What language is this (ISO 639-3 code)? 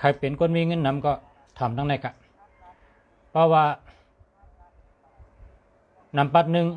shn